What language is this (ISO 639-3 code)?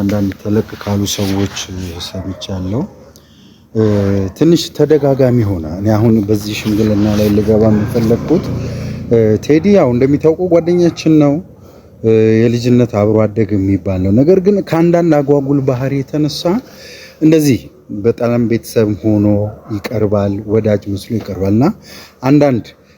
amh